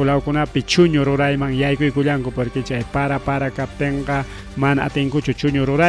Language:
Ayacucho Quechua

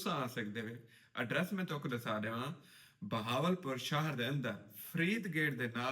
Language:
Saraiki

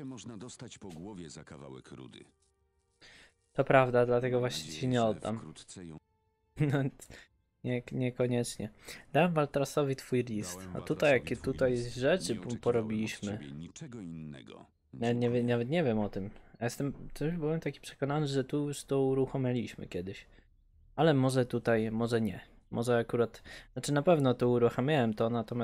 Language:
Polish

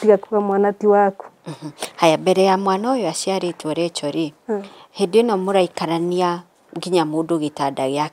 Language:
Kikuyu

